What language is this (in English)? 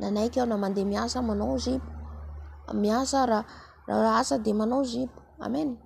Malagasy